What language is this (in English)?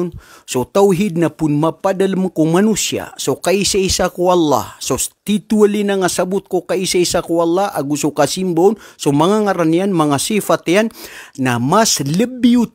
Maranao